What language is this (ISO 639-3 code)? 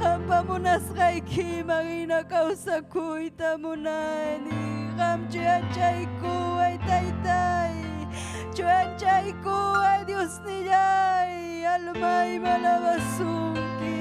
quy